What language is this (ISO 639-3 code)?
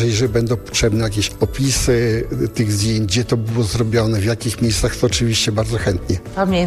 pol